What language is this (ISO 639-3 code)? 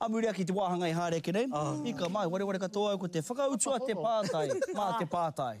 mri